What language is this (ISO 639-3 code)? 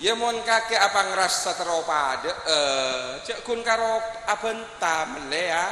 mad